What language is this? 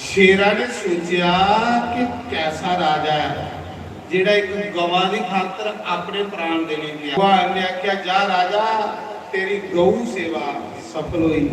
Dogri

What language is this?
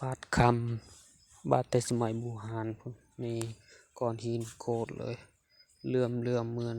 Lao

